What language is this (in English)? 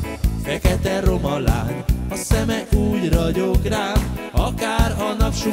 Hungarian